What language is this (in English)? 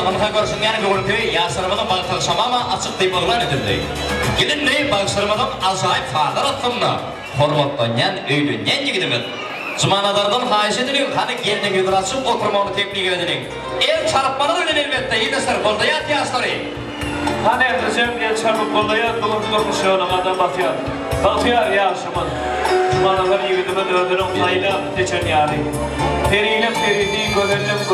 Turkmen